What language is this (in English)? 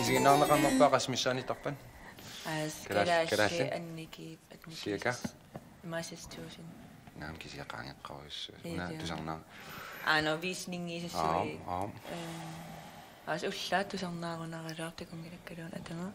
Kalaallisut